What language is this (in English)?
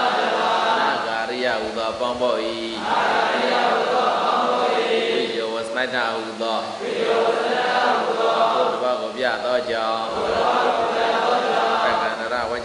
Burmese